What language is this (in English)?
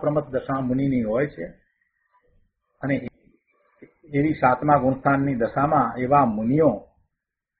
Gujarati